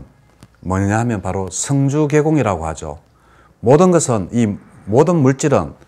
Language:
Korean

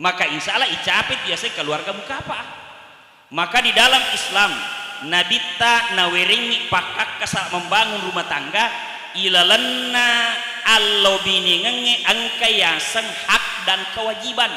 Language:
Buginese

